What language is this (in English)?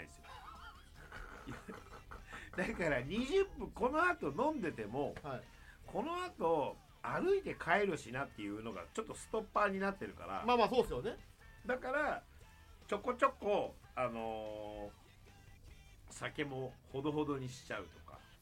Japanese